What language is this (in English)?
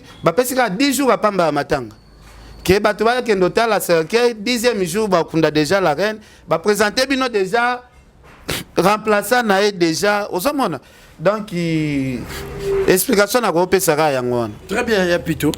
Lingala